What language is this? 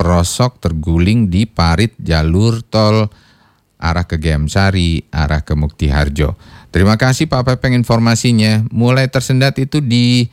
Indonesian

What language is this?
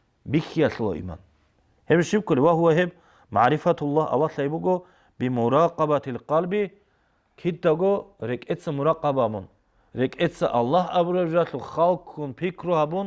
Avaric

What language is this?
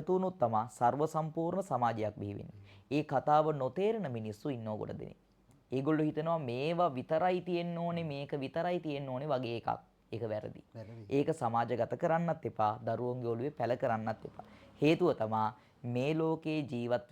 Sinhala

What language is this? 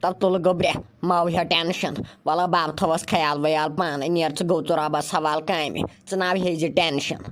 Kashmiri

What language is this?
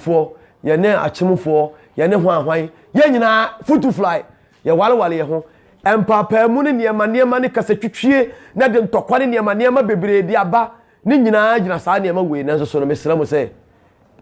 Akan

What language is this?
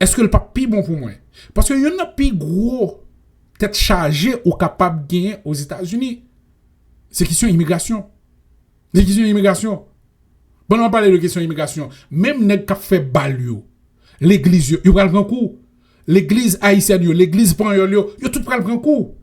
Haitian Creole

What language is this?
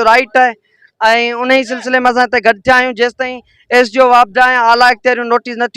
Sindhi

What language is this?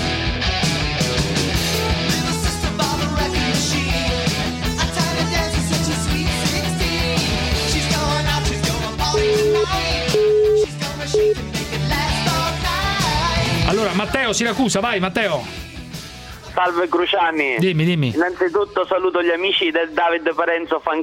Italian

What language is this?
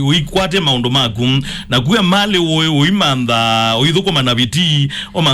Kamba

